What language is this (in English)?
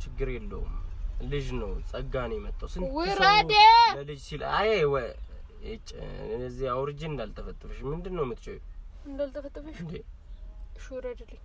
Amharic